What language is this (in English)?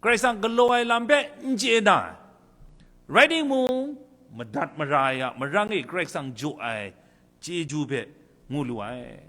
Kachin